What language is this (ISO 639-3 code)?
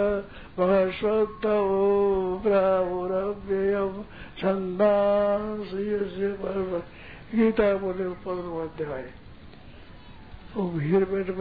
hin